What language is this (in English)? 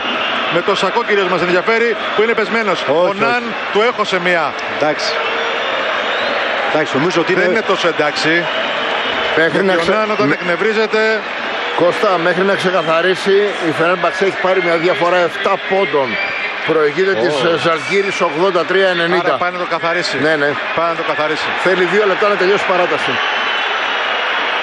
Greek